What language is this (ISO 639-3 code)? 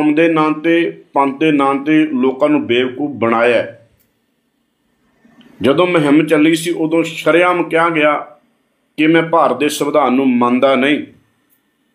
pan